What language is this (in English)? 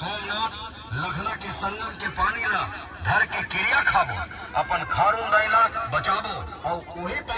Chhattisgarhi